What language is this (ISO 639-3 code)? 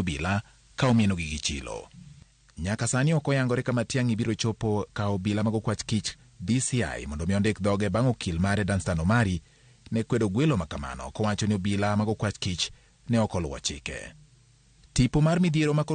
luo